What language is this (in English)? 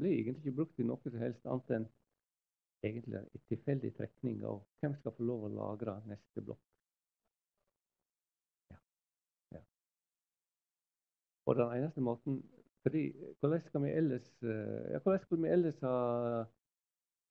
Norwegian